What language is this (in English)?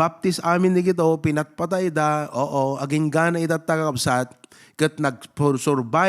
Iloko